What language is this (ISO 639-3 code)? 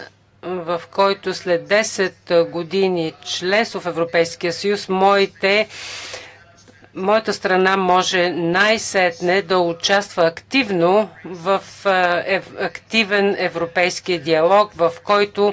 bul